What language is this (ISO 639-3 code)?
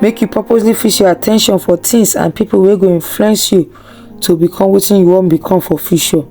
pcm